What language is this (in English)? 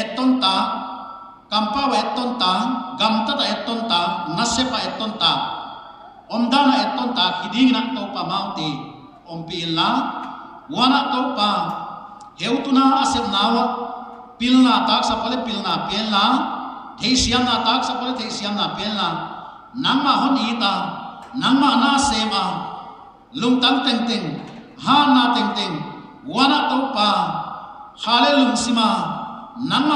Paite Chin